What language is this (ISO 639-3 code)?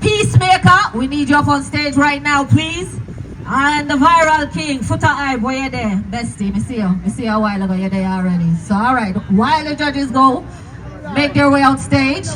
jam